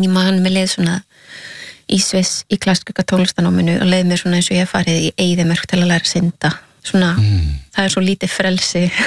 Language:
Icelandic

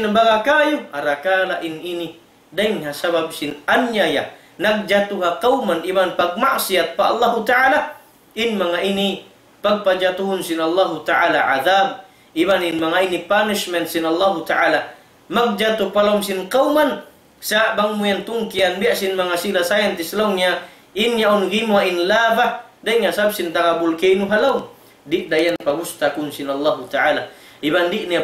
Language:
Tausug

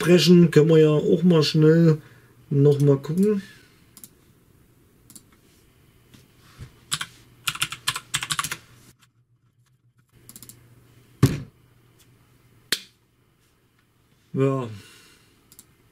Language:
German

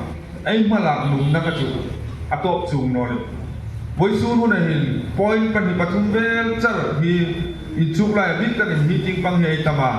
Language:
Hmar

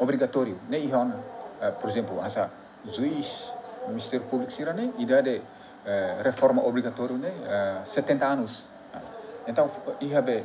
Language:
Tetum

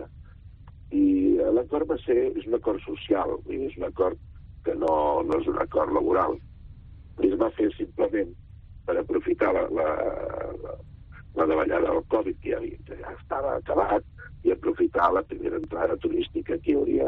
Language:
Catalan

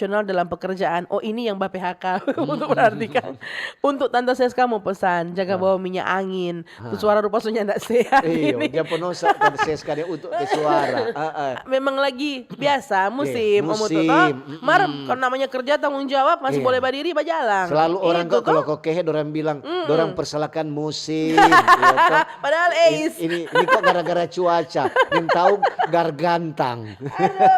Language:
Manado Malay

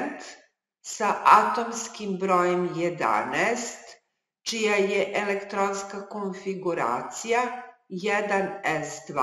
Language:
Serbian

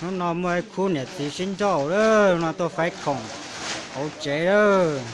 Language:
Hmong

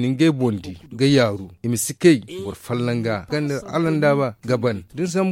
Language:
Zarma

